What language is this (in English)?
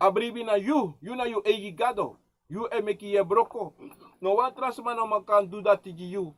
Sranan Tongo